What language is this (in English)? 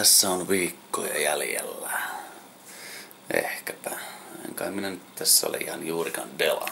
Finnish